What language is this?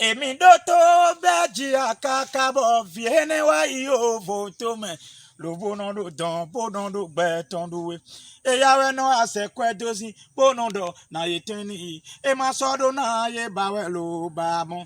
Fon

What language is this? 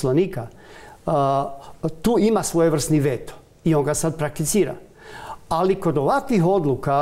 Croatian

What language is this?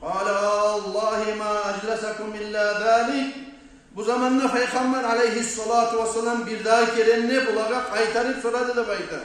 Kumyk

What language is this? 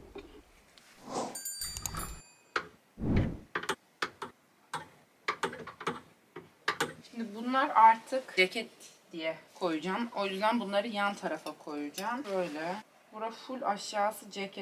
Turkish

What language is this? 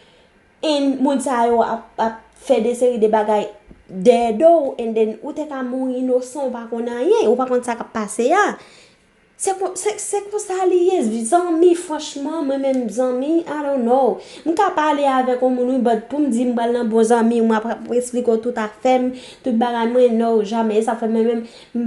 Haitian Creole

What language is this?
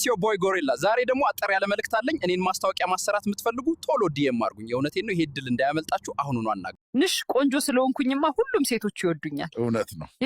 Amharic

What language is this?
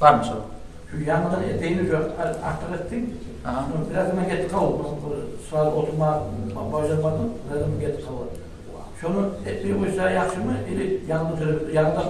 Kumyk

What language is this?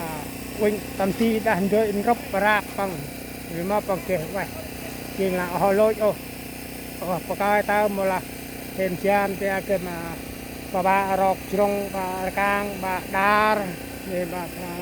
Central Mnong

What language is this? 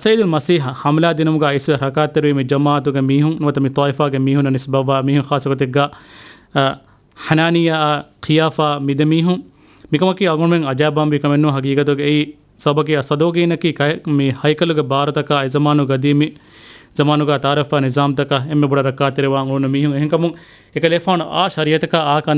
Divehi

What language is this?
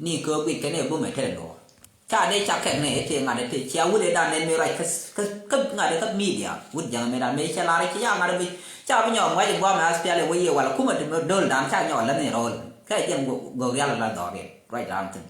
Nuer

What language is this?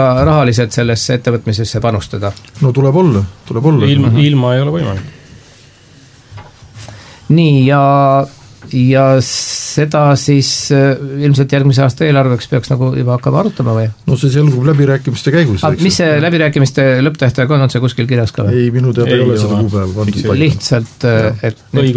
Estonian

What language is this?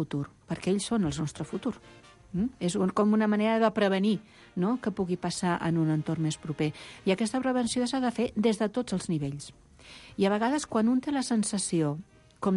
Catalan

